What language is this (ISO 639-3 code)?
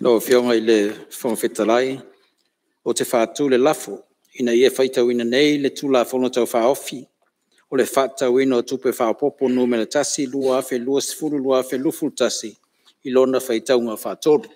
smo